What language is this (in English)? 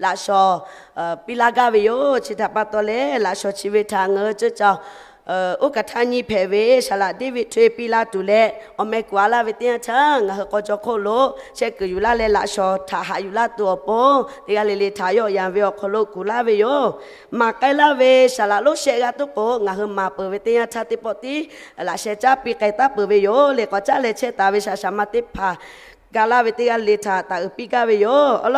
Lahu